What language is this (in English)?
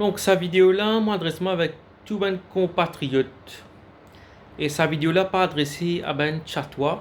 Morisyen